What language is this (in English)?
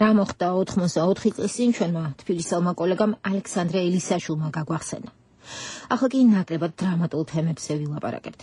Georgian